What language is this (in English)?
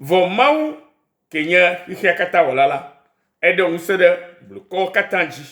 Ewe